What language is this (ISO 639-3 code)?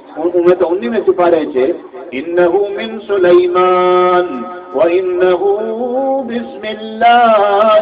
skr